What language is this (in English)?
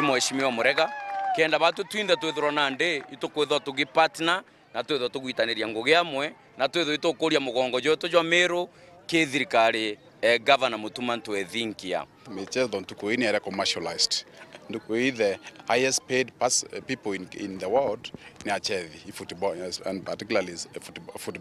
Meru